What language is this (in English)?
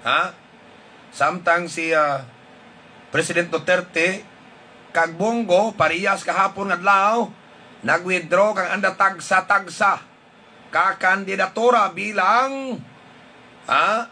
Hiligaynon